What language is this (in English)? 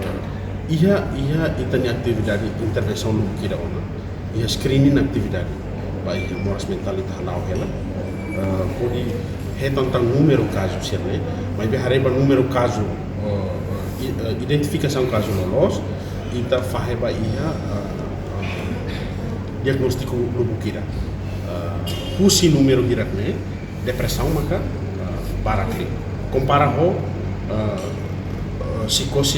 Tetum